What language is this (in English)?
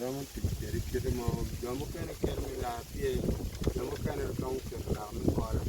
Acoli